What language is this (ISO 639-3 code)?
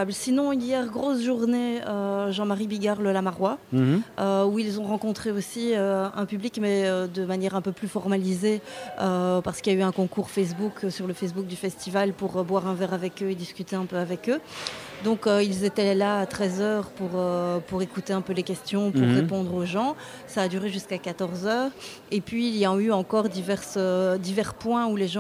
fra